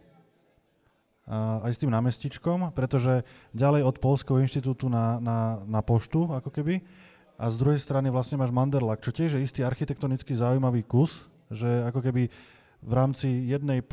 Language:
Slovak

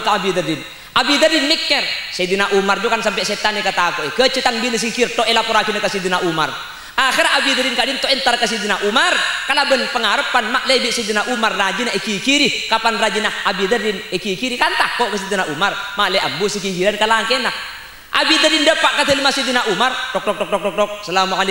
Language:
Madurese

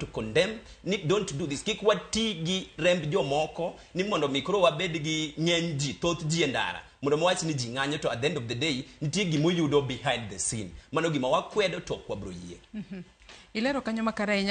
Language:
Luo (Kenya and Tanzania)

